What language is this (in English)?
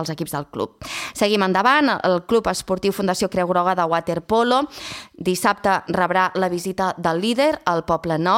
Catalan